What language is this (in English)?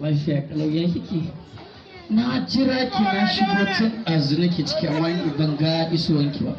Hausa